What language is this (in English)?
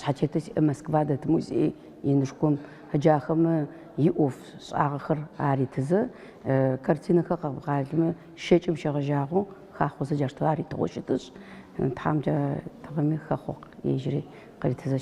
Adyghe